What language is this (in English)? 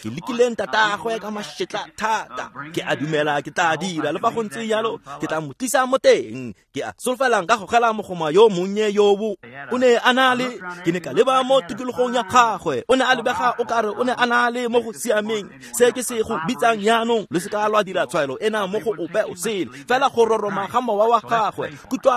Tswana